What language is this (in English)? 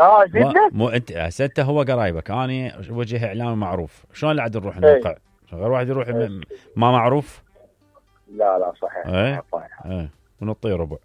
Mesopotamian Arabic